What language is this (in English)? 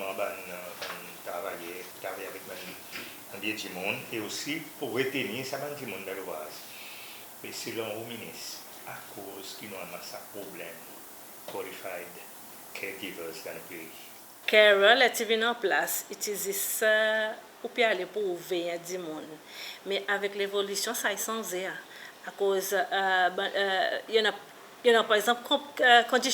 Seselwa Creole French